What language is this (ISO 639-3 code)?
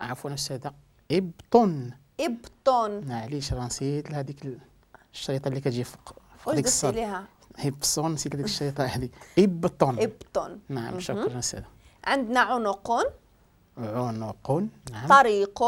ary